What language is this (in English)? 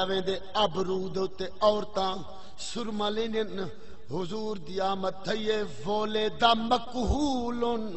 Saraiki